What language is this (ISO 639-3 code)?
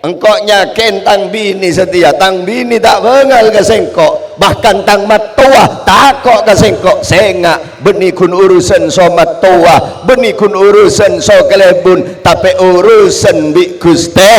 mad